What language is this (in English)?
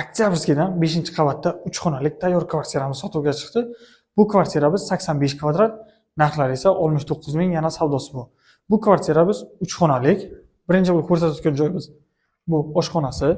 Uzbek